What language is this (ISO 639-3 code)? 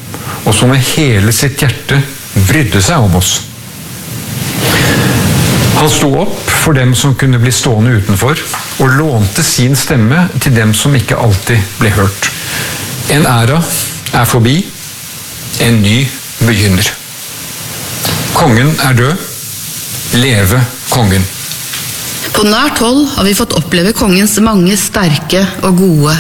nor